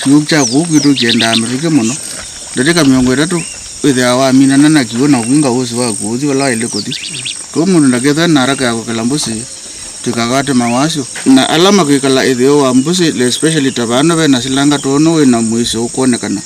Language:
Kamba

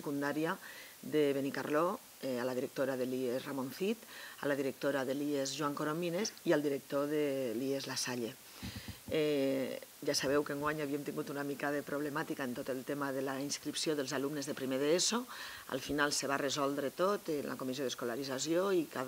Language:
Catalan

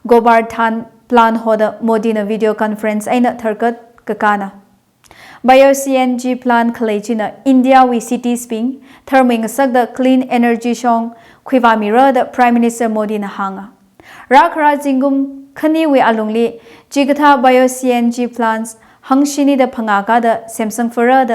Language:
Tangkhul Naga (India)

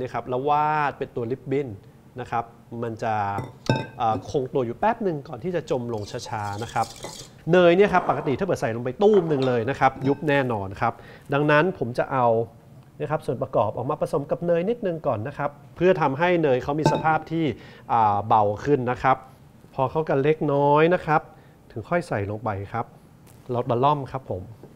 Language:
Thai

